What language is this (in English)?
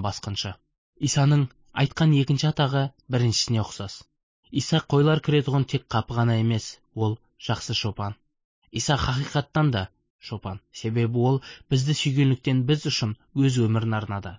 Kazakh